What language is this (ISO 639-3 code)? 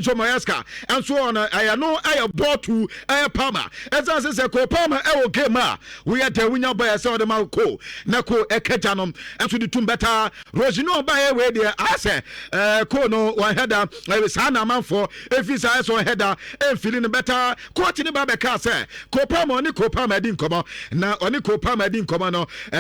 aka